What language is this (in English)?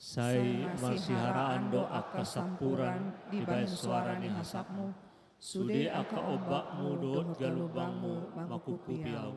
Batak Toba